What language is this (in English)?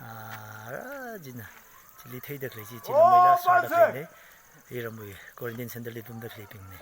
Tangkhul Naga (India)